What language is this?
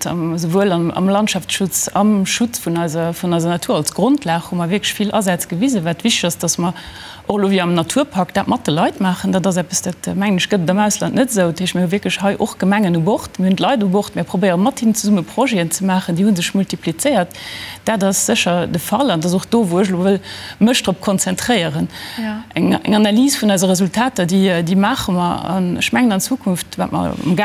Luxembourgish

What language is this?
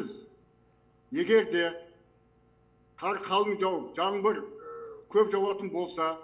Kazakh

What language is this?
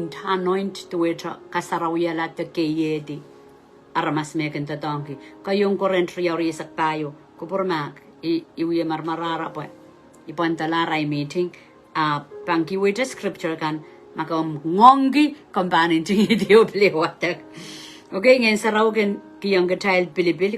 Pohnpeian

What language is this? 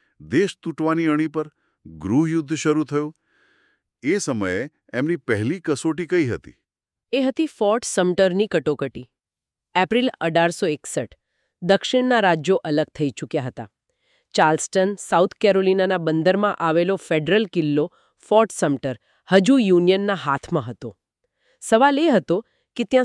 Gujarati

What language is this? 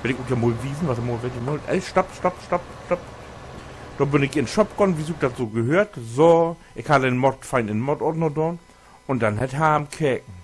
Low German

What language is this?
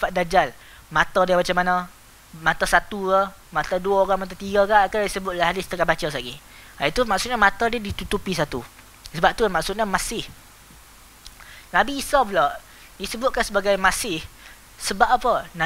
Malay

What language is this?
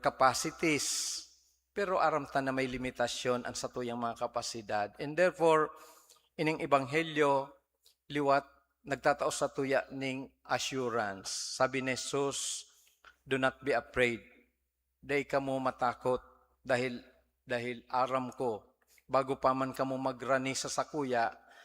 Bikol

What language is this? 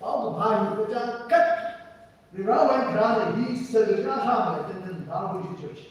Tangkhul Naga (India)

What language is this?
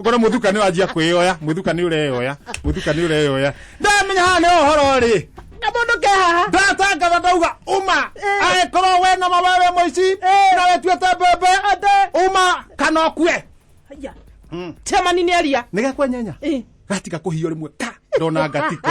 Kikuyu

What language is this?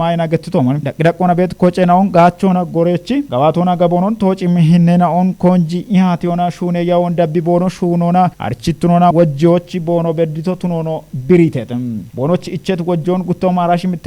Kafa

